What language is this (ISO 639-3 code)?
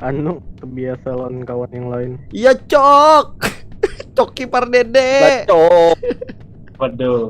bjn